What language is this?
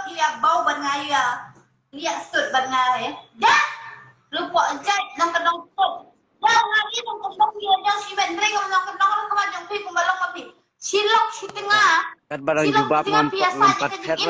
Khasi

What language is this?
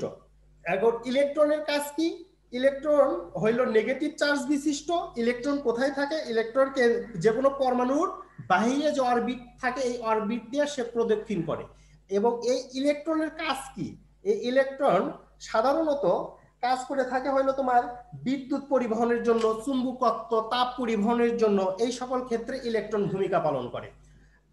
Bangla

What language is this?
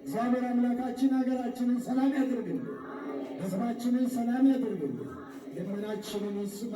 Amharic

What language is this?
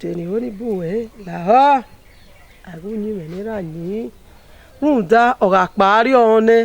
Bini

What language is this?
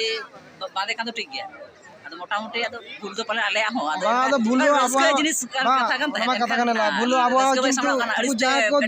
Santali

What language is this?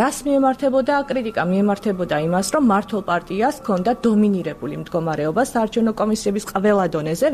Georgian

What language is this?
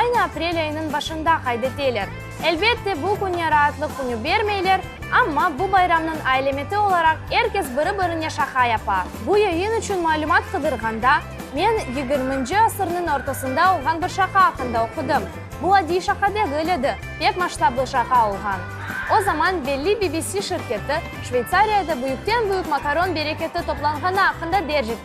Crimean Tatar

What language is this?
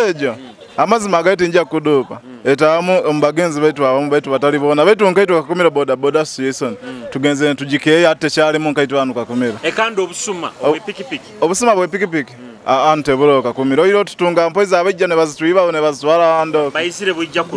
Nyoro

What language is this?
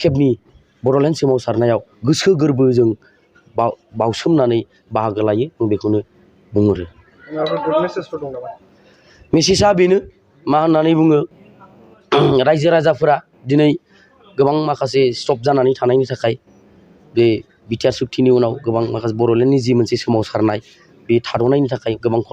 Bodo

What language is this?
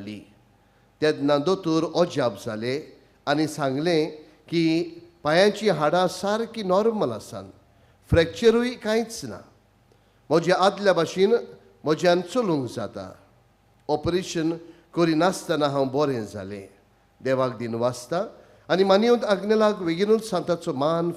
Konkani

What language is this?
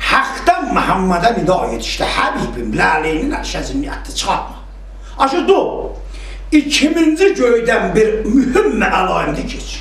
South Azerbaijani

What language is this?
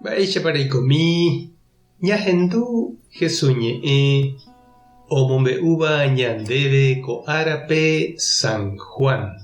Guarani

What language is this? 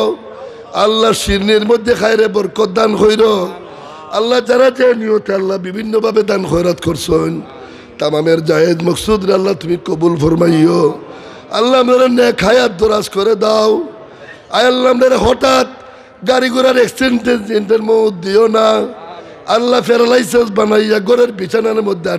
Sylheti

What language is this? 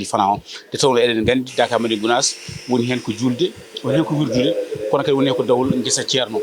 Fula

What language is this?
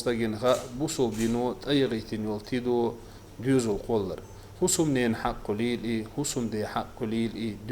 Chechen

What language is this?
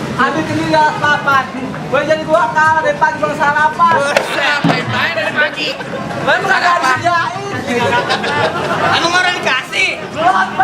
Betawi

